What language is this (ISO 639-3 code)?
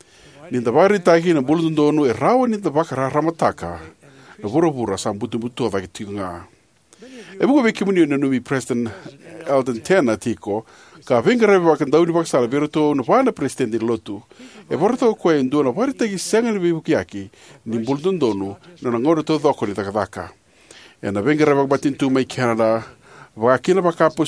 fij